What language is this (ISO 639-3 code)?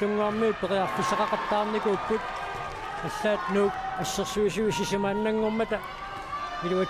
kal